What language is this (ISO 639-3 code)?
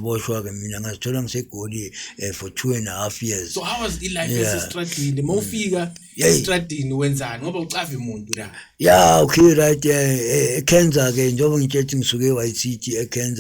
zul